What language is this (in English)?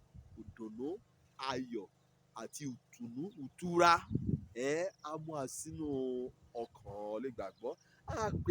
Yoruba